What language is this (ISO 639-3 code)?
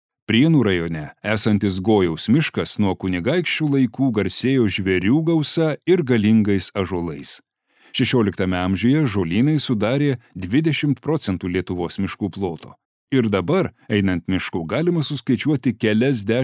lit